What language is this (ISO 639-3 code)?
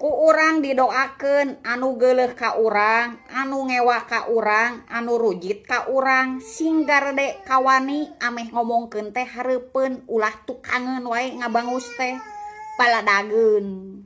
sun